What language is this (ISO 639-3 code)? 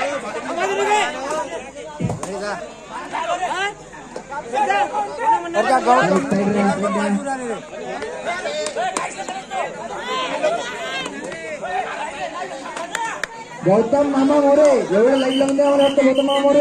mar